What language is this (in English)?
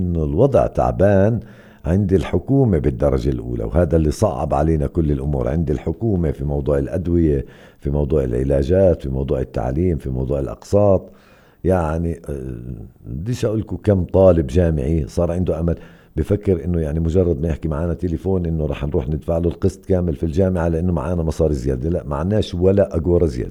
North Levantine Arabic